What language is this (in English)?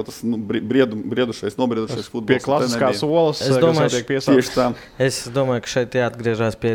Latvian